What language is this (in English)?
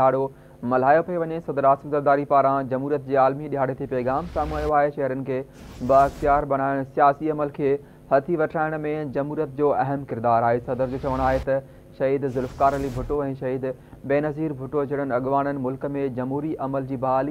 Sindhi